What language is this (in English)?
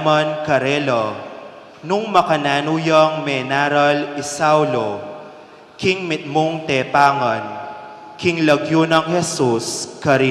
Pampanga